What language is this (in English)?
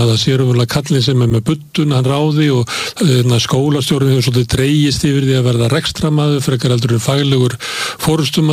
Icelandic